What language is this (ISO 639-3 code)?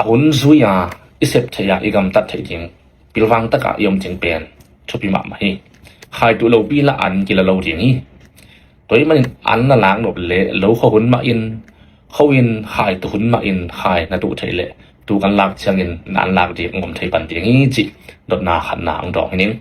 ctd